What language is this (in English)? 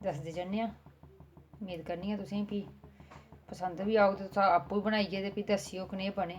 Dogri